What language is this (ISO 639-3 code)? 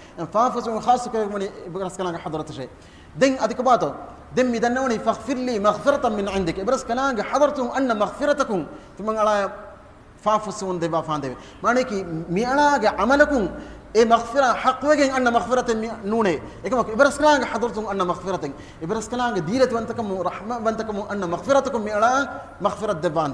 div